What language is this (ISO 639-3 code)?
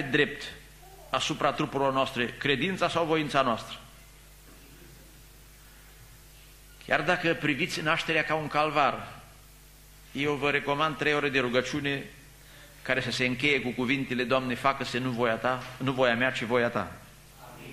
ron